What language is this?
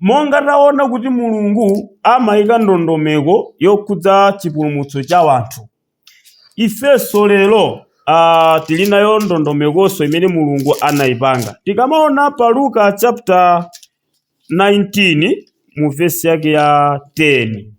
Nyanja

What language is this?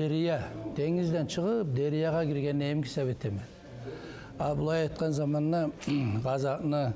Kumyk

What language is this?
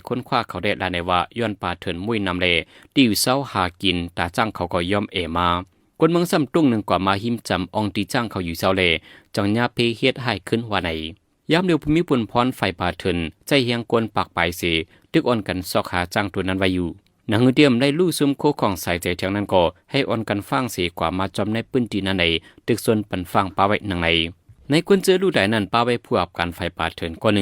Shan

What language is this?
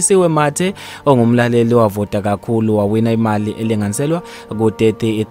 Zulu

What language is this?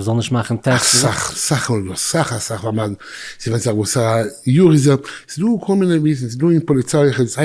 Yiddish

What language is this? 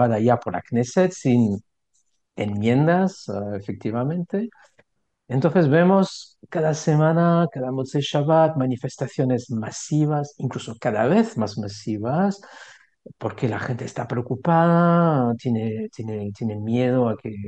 Spanish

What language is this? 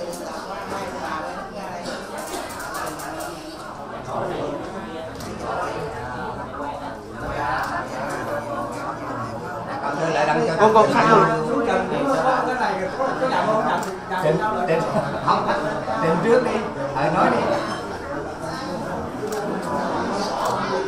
Vietnamese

